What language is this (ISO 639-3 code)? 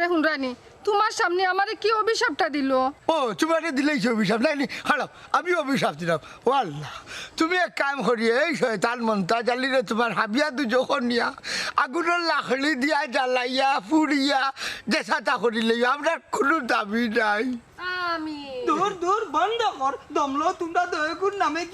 syl